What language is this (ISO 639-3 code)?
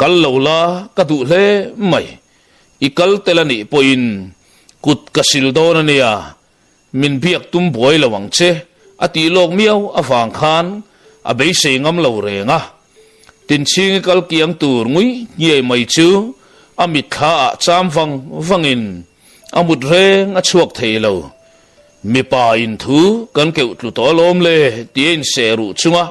lus